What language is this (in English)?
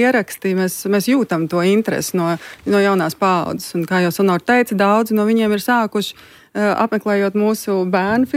Latvian